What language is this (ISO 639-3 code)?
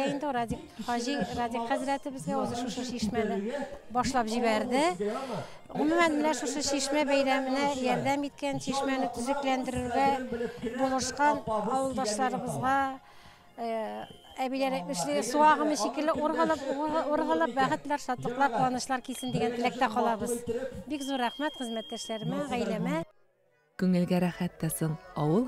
tat